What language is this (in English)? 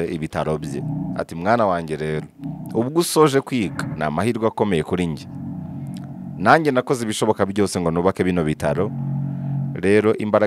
Kinyarwanda